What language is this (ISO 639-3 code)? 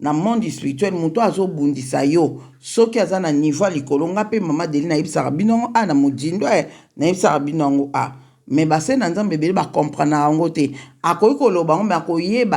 lin